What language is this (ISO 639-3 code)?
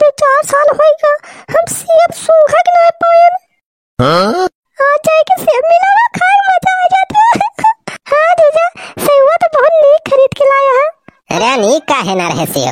awa